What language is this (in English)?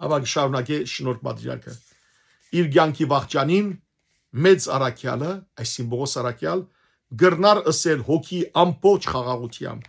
Western Armenian